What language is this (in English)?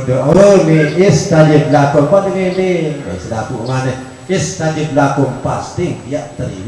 Sasak